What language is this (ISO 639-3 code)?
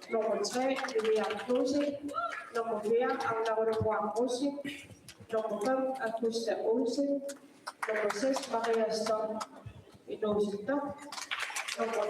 kal